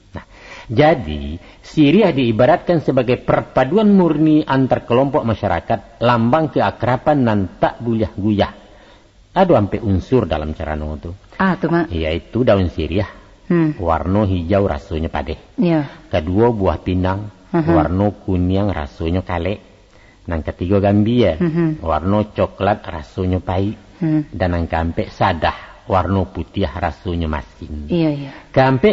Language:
Minangkabau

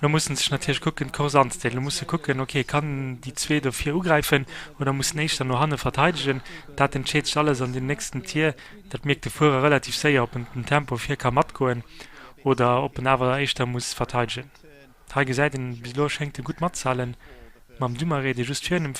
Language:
Luxembourgish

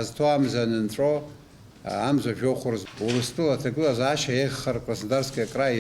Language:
Abkhazian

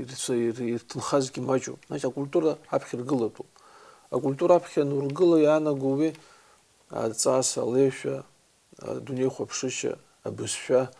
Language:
Abkhazian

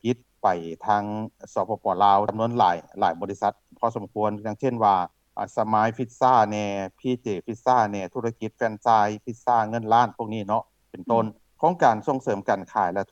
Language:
Lao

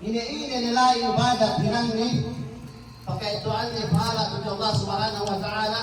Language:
Yakan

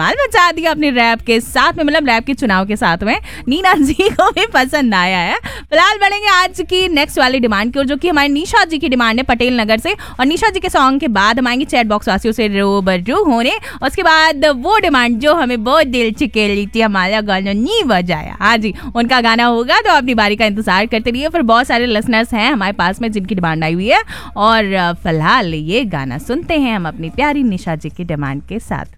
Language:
Hindi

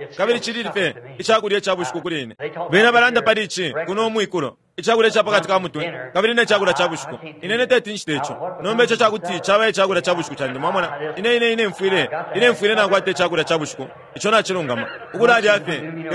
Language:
Bemba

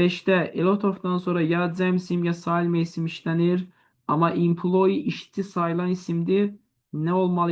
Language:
Azerbaijani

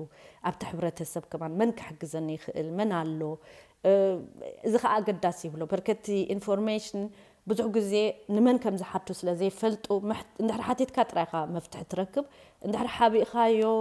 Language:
Tigrinya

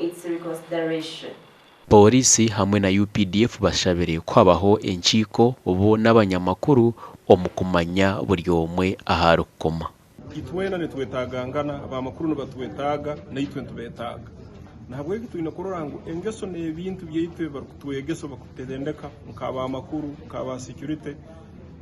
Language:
Nyankole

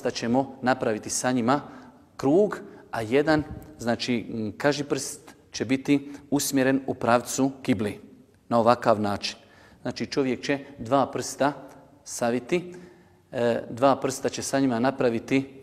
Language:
Bosnian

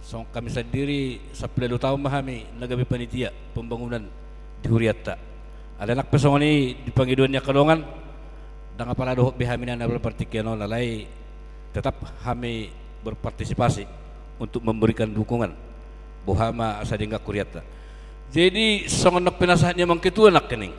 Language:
Batak Toba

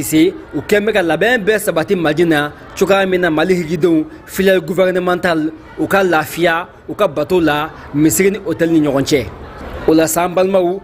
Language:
Bambara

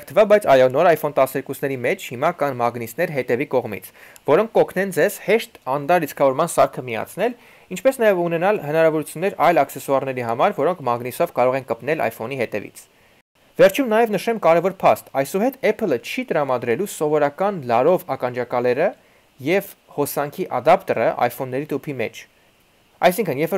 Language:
Armenian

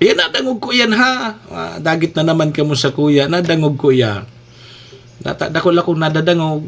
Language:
Bikol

